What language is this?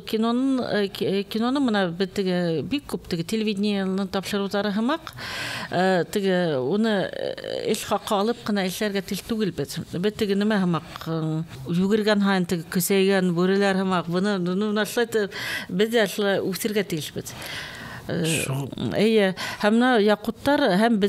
Bashkir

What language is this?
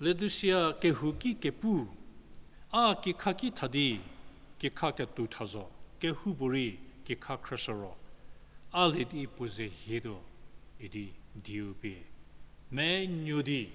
Angami Naga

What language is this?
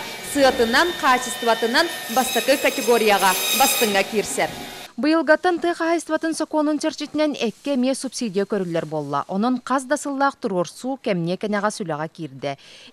Yakut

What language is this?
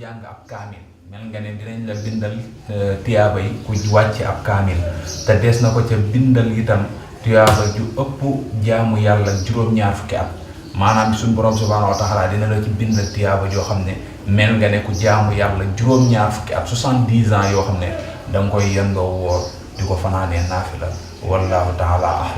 Wolof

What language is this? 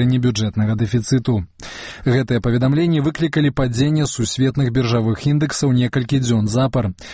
Belarusian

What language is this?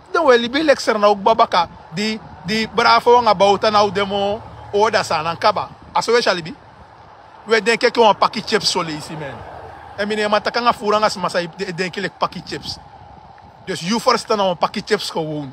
Sranan Tongo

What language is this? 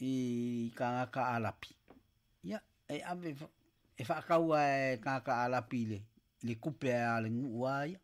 Samoan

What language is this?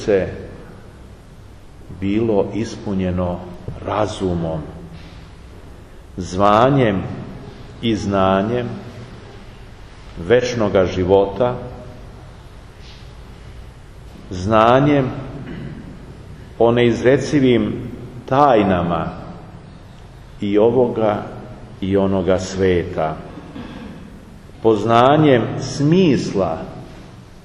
Serbian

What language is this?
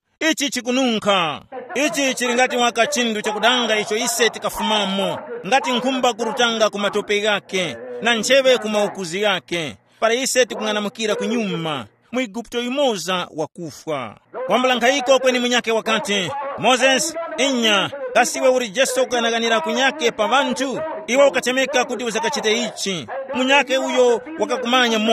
Tumbuka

